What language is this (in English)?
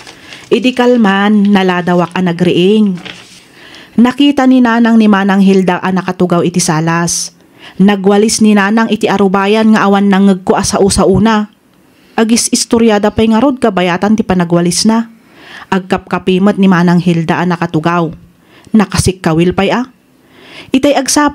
Iloko